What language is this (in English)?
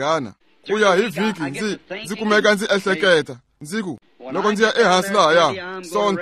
Tsonga